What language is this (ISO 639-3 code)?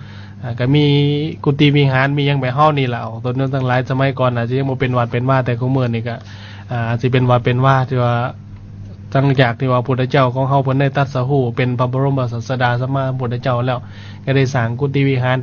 lao